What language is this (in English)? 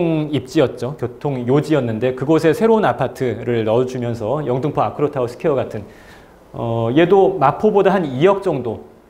Korean